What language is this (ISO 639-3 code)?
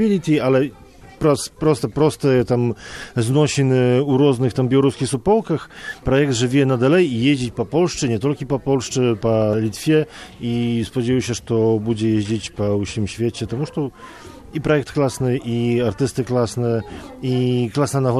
bel